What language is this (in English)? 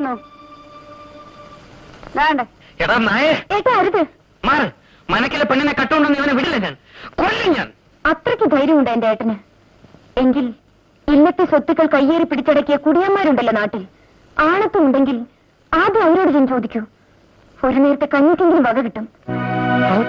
Malayalam